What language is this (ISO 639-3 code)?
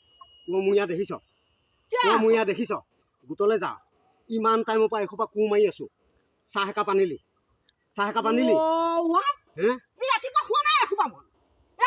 asm